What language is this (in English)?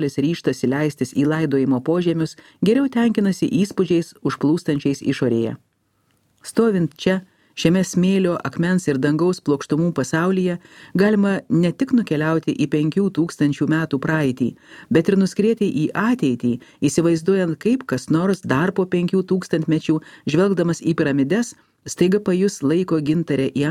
Lithuanian